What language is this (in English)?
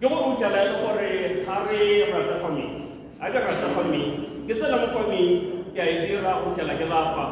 Tswana